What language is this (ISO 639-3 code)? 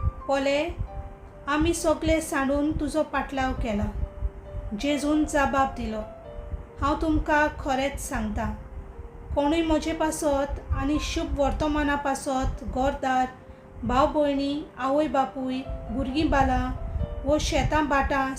kok